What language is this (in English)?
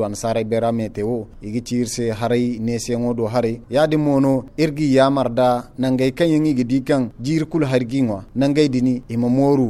Zarma